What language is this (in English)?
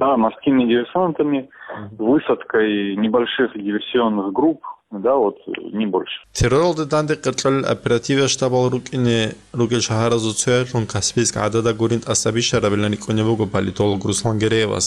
Avaric